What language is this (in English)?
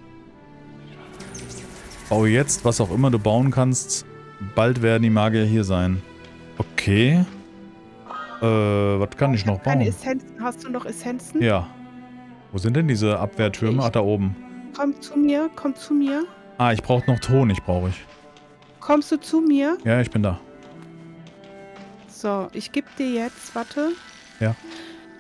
German